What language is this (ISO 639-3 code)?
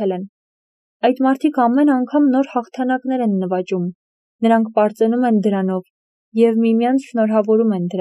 hye